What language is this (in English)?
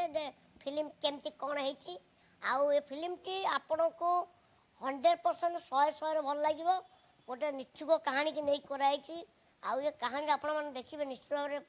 Odia